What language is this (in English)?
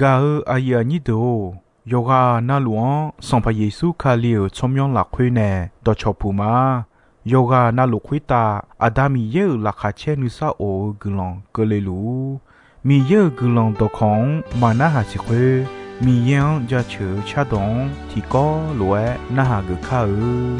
Akha